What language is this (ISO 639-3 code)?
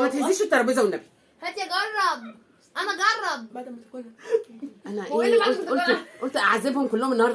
arz